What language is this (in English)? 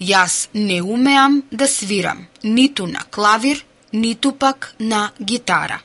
Macedonian